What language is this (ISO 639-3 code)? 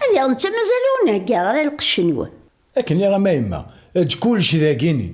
kab